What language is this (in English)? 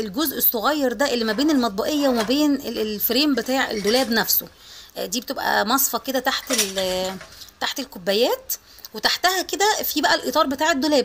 Egyptian Arabic